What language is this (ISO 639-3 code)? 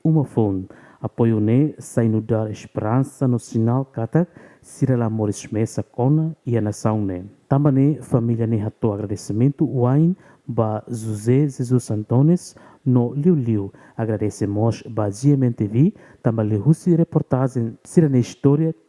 tet